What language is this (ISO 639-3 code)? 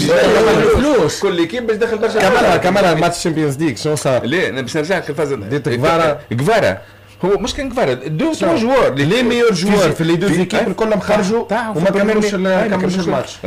aeb